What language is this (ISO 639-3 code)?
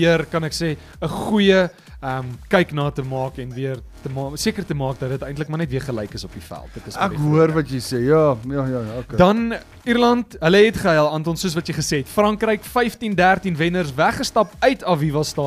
afr